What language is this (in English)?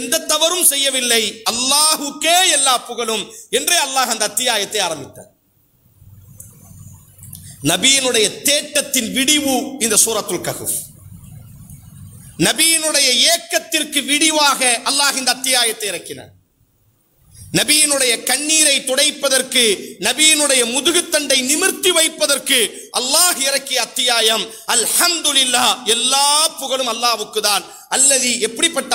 Tamil